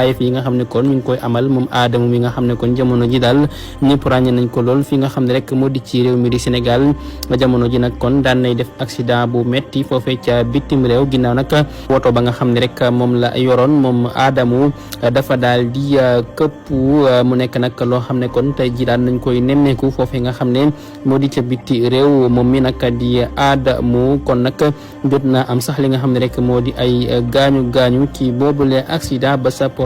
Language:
Wolof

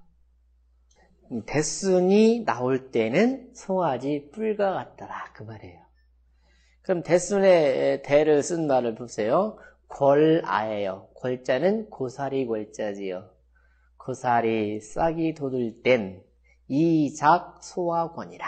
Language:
Korean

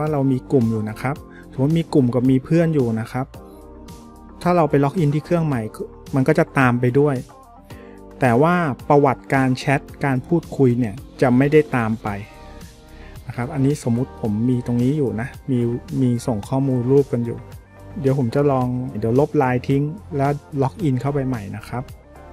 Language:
Thai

